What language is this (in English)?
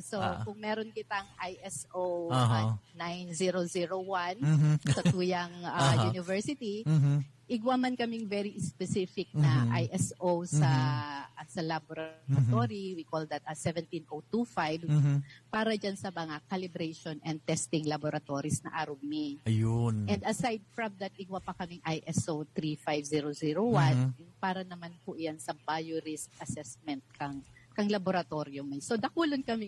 Bikol